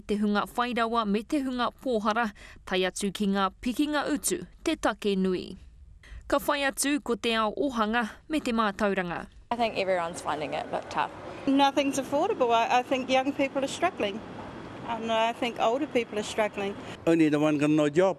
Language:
Māori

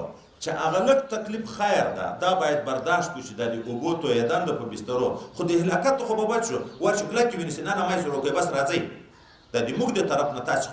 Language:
Pashto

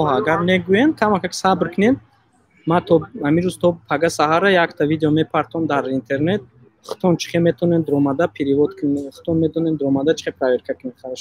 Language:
Tajik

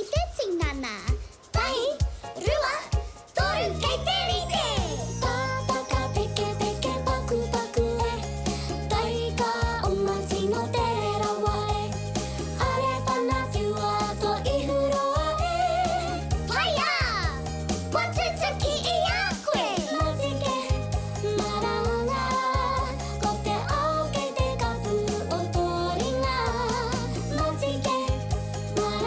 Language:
Māori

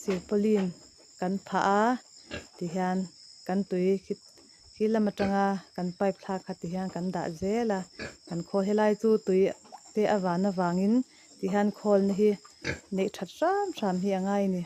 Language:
Mizo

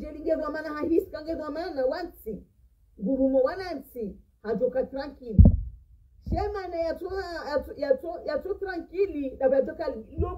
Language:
Ngazidja Comorian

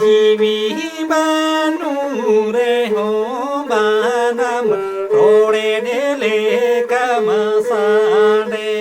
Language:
Santali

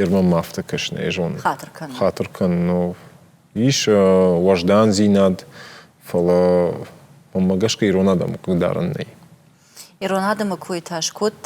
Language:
Ossetic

